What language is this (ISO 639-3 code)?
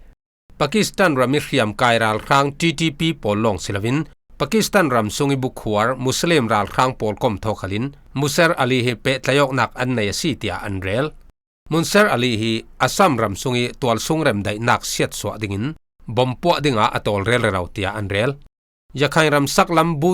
cfm